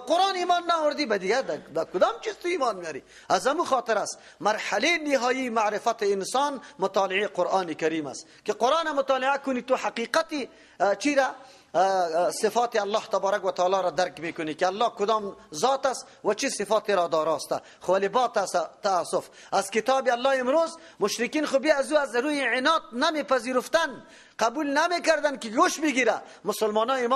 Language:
Persian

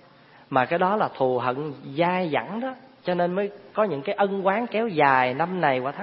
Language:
Vietnamese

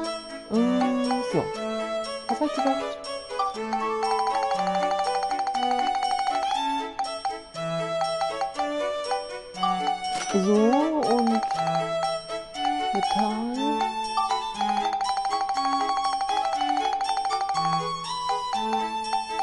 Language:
German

